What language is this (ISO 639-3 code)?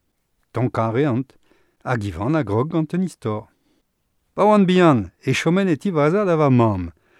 bre